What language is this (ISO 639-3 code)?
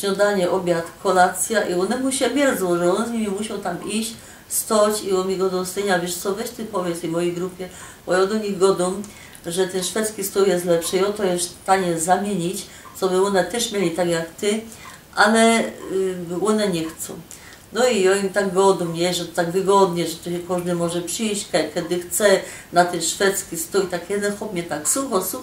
szl